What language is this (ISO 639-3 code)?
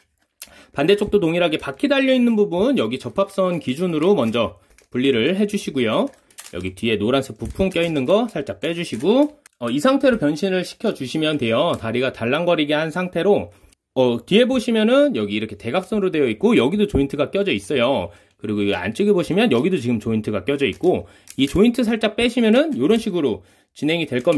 kor